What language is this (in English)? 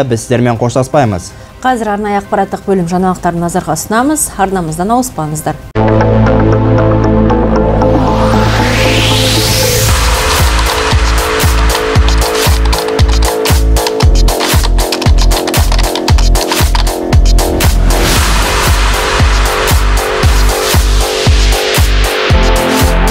Kazakh